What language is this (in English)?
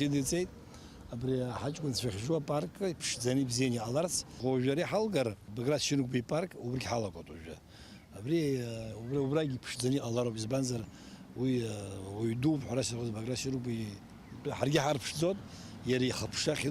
Abkhazian